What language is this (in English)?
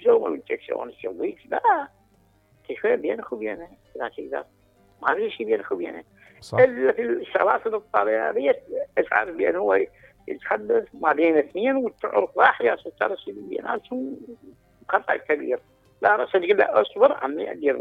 Mesopotamian Arabic